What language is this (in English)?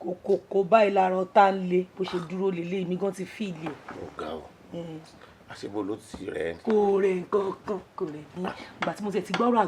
Yoruba